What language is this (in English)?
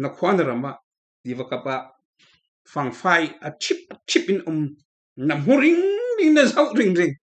Falam Chin